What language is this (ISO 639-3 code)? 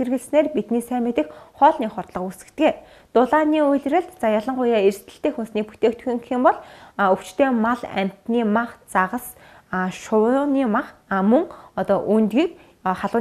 mon